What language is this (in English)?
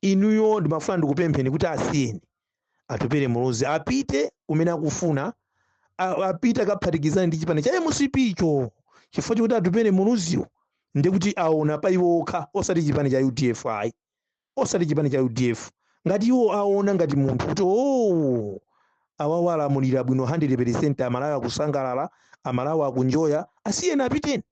Nyanja